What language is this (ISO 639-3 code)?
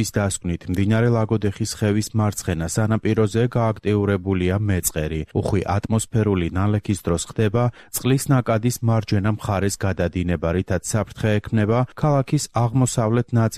kat